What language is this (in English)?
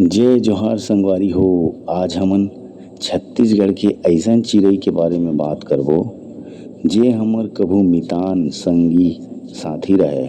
Chhattisgarhi